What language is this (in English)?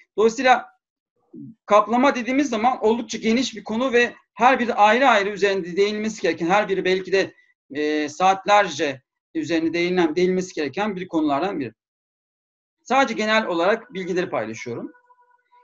Turkish